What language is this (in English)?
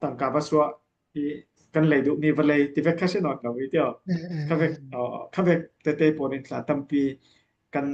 Falam Chin